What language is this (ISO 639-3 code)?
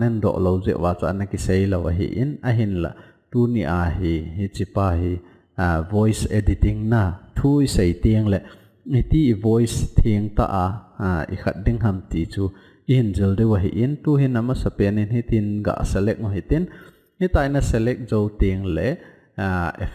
tcz